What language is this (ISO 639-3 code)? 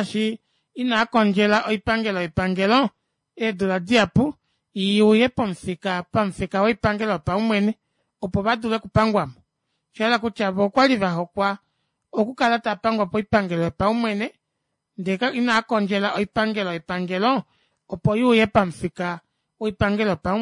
kua